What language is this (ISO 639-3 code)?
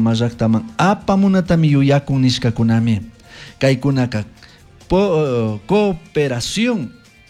qug